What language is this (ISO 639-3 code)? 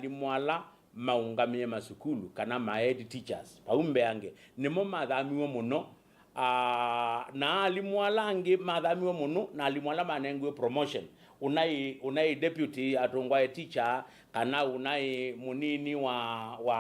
kam